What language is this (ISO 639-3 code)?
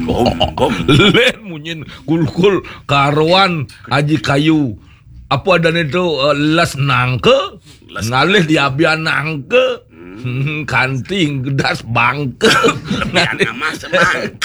ban